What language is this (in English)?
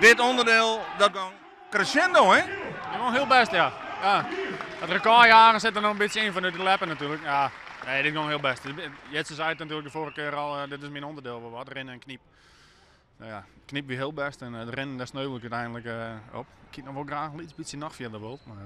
Western Frisian